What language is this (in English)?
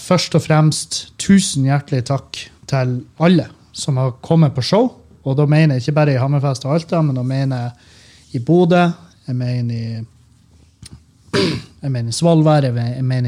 Norwegian